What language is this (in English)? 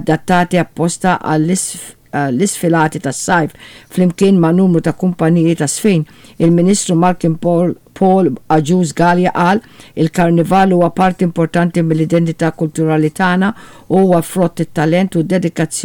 Maltese